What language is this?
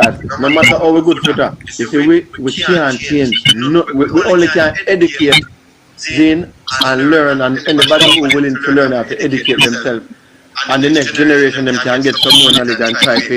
Jamaican Creole English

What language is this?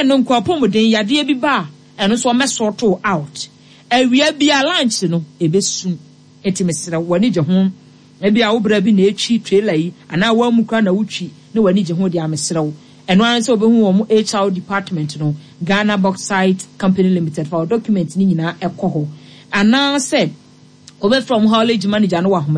Akan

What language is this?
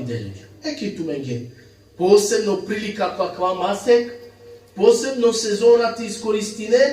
Balkan Romani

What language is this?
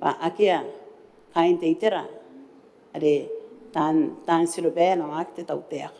Gilbertese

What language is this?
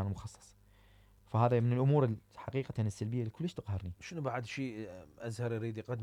Mesopotamian Arabic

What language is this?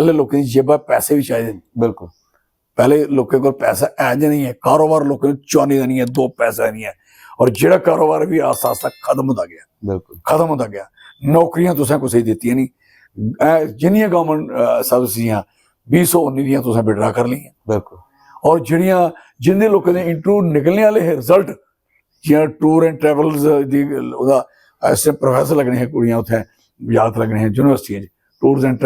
Dogri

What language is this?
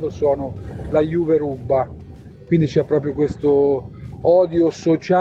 Italian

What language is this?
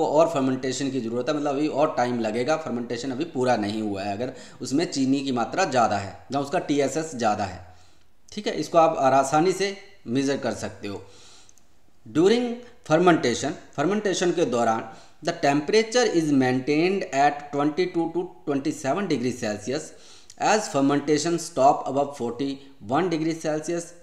Hindi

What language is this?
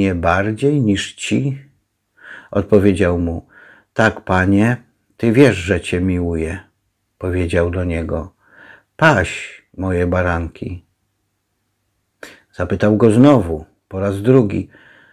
Polish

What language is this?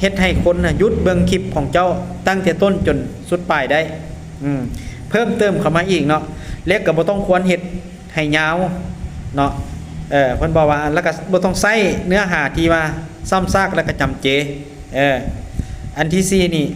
Lao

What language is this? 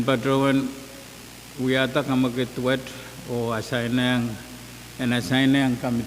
Pohnpeian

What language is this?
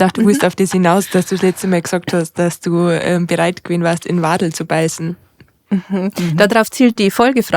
Bavarian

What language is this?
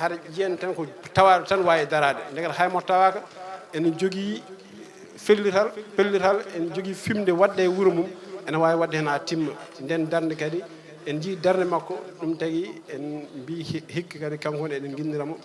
Fula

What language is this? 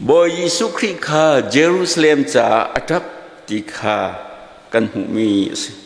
Hakha Chin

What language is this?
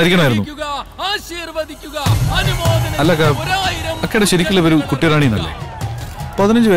Malayalam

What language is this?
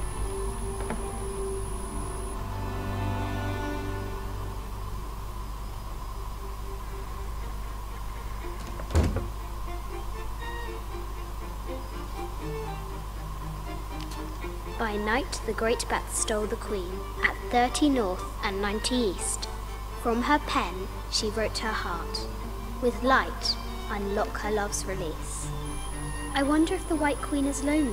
English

